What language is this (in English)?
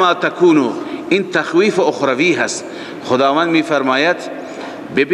Persian